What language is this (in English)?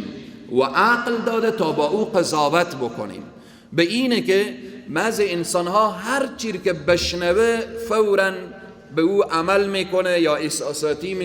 Persian